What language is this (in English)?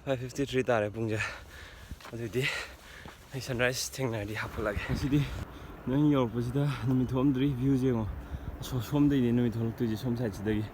Manipuri